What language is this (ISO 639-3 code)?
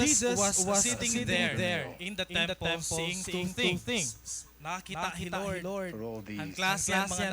war